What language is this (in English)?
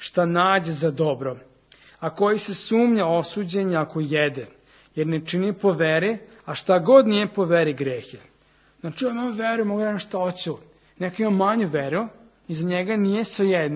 Serbian